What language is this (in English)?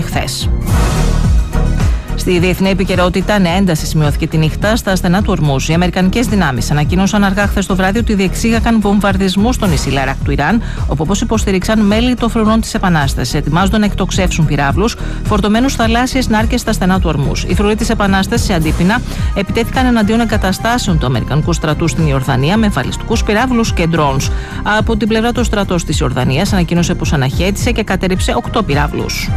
Greek